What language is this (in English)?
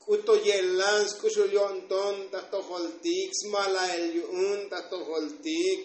Tzotzil